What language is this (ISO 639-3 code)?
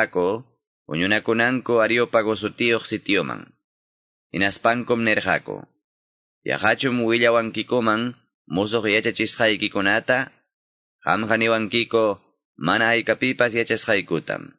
que